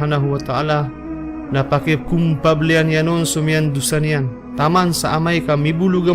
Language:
Maranao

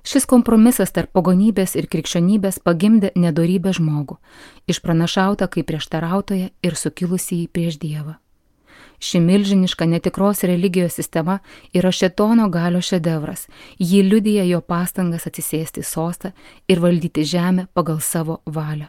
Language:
Lithuanian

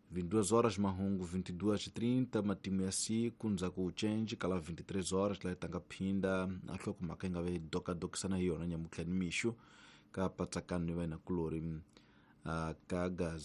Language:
Tsonga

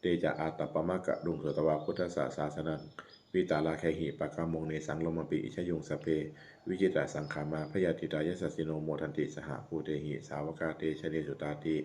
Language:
Pali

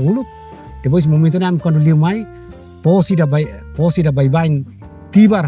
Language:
Tetum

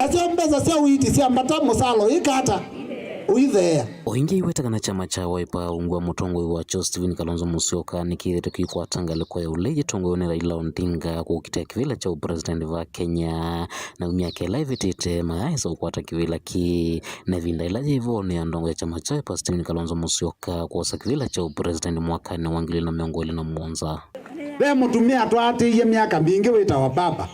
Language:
Kamba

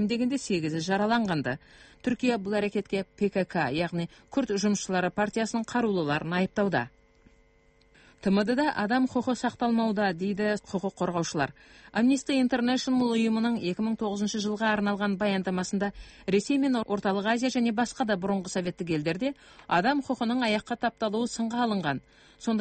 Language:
Kazakh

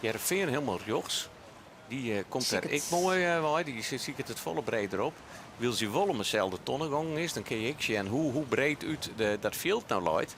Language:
Western Frisian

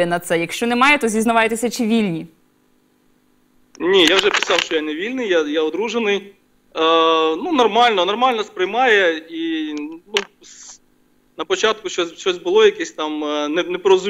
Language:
Ukrainian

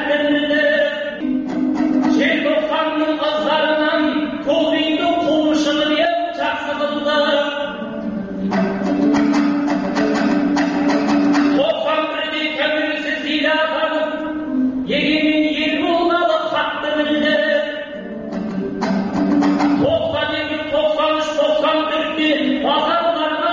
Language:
Kazakh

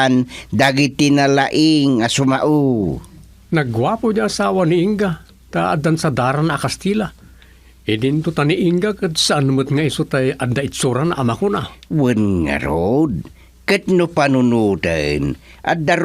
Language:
Iloko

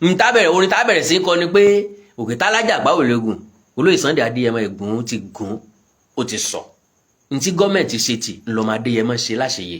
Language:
Yoruba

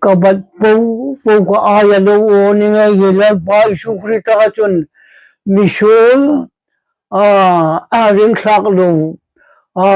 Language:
Hmar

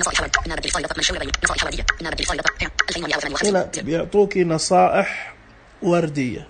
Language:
Najdi Arabic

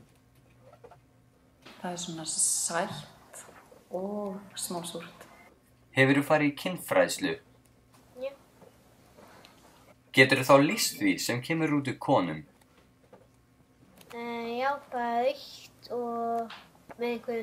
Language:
Icelandic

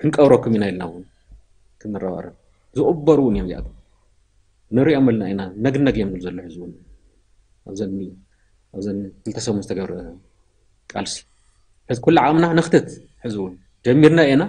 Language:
Tigrinya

